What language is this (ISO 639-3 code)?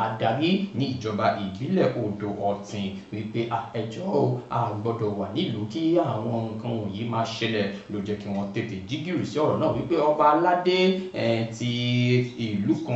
yor